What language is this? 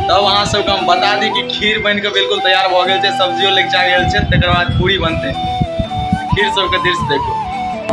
Maithili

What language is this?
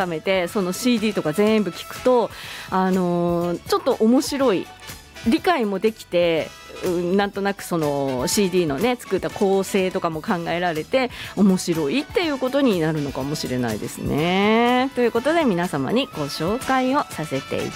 Japanese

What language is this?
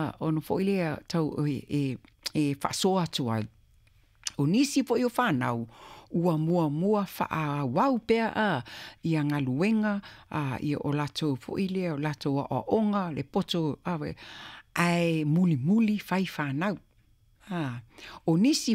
Samoan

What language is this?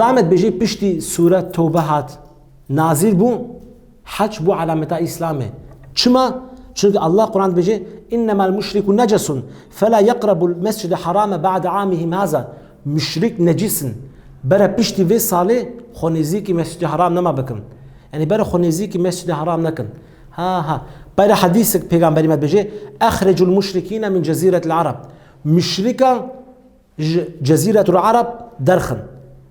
Kurdish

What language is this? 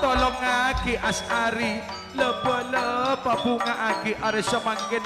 Madurese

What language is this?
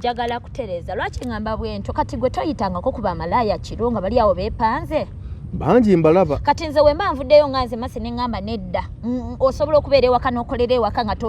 Ganda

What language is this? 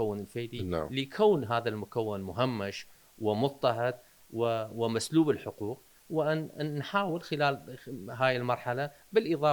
Mesopotamian Arabic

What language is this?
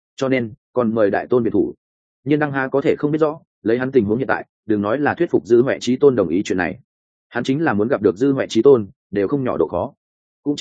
Vietnamese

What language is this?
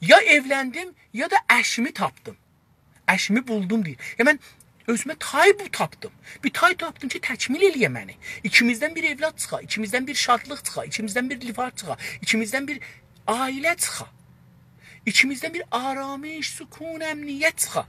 South Azerbaijani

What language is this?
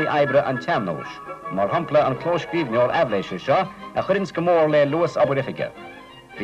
Irish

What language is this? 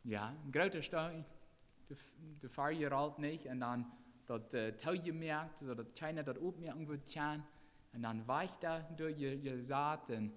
Plautdietsch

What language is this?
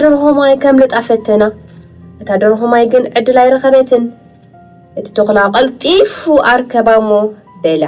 Tigrinya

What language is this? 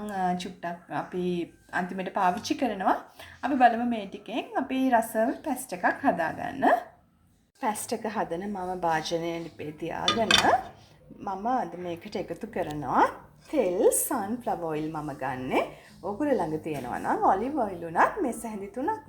Sinhala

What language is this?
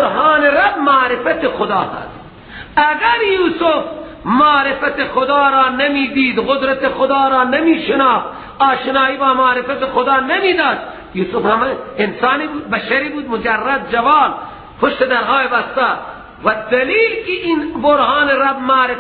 Persian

